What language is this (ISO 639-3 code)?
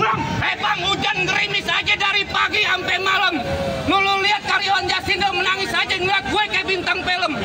bew